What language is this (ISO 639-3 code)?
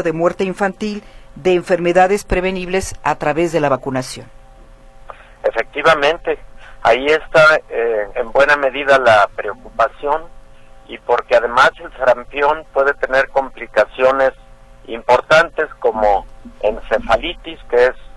spa